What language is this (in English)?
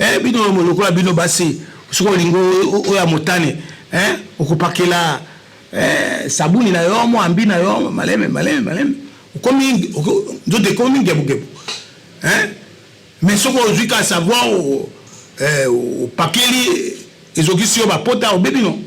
Lingala